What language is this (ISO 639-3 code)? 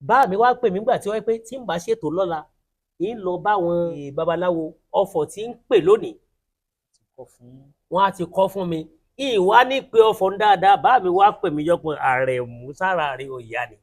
yor